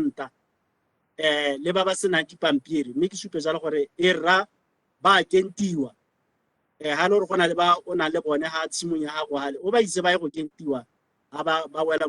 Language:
Tswana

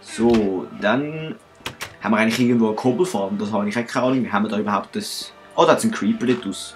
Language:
Swiss German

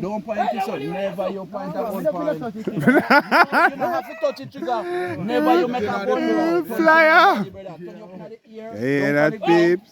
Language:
Jamaican Creole English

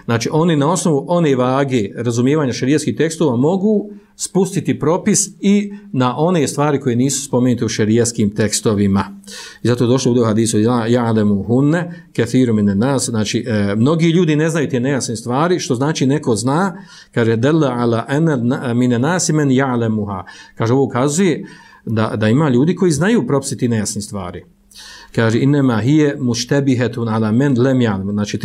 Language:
Bosnian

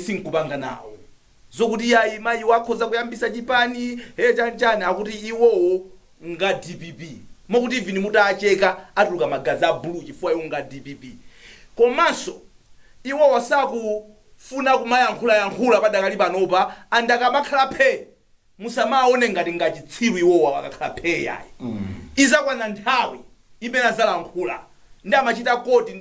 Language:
Nyanja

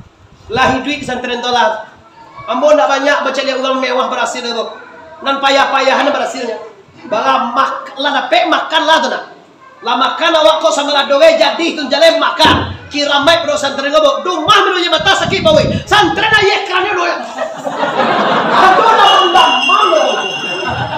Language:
Minangkabau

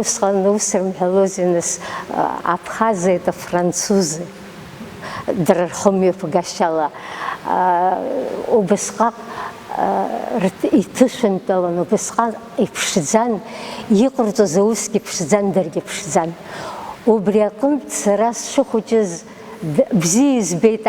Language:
Abkhazian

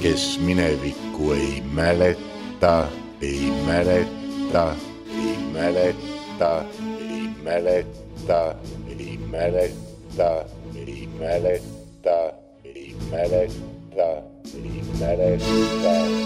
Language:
Estonian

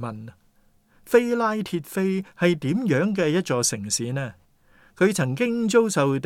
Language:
Cantonese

